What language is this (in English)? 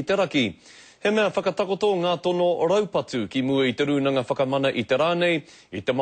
Māori